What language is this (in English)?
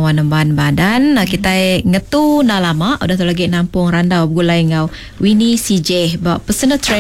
Iban